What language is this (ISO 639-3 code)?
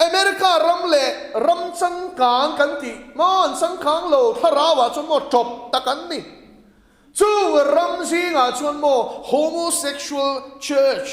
lus